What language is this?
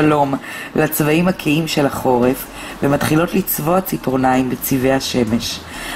Hebrew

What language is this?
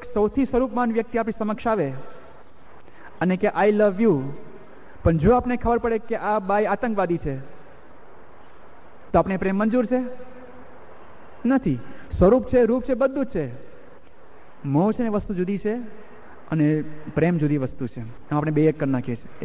Gujarati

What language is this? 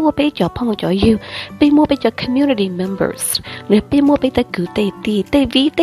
Hmong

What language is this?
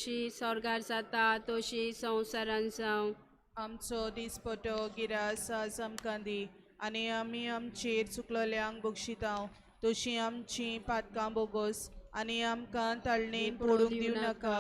Konkani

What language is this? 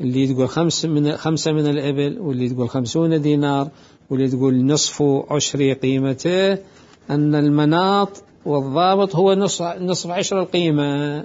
Mesopotamian Arabic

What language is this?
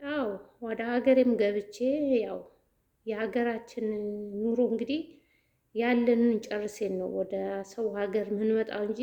Amharic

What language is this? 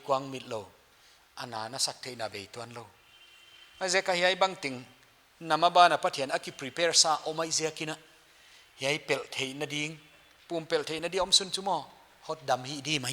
Paite Chin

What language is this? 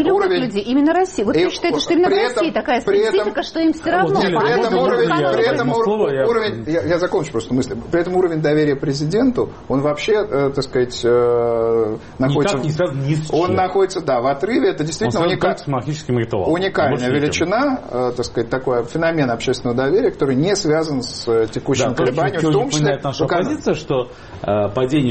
Russian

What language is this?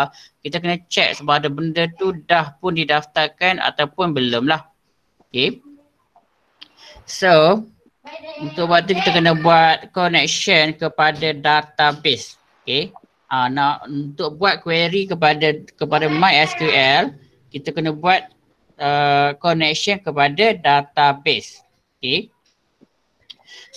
Malay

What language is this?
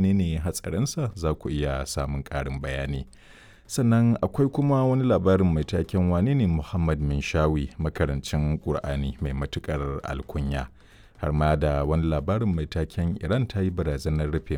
Hausa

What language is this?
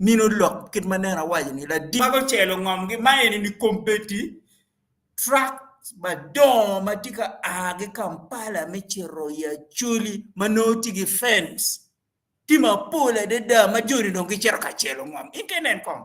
Acoli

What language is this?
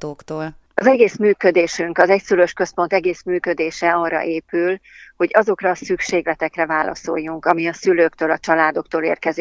Hungarian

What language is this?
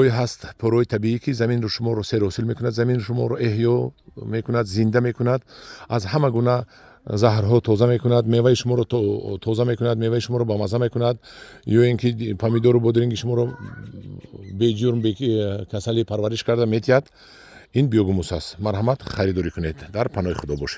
Tajik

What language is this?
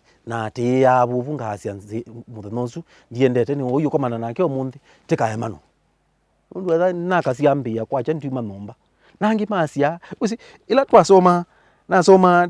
Kamba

